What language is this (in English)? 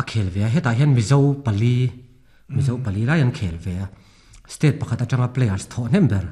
Mizo